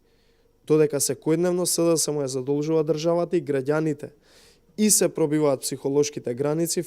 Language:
Macedonian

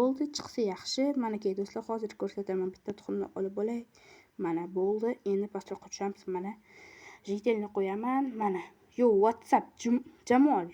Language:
Uzbek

